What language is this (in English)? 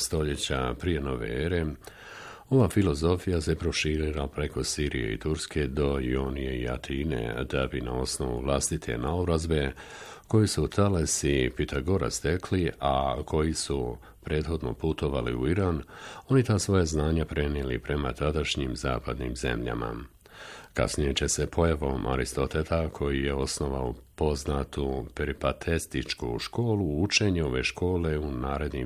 Bosnian